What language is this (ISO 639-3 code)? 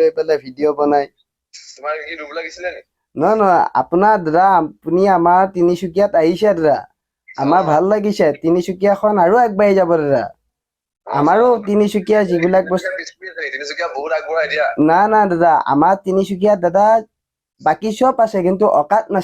asm